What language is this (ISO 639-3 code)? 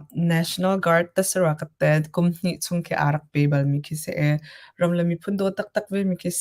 cnh